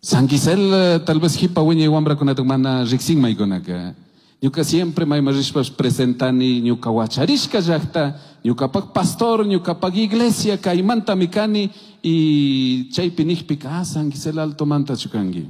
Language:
Chimborazo Highland Quichua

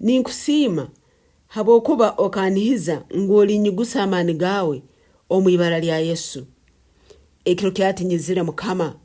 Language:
Nyankole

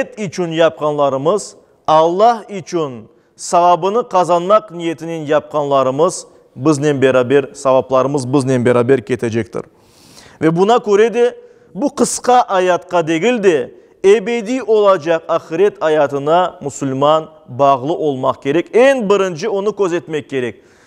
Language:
Crimean Tatar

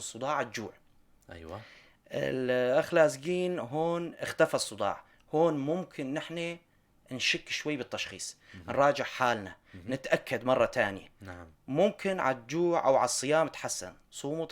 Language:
North Levantine Arabic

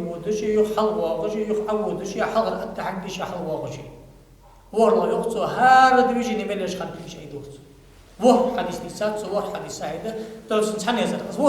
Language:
Ingush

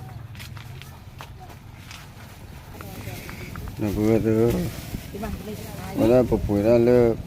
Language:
S'gaw Karen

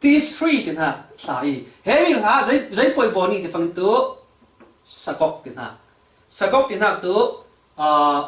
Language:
Falam Chin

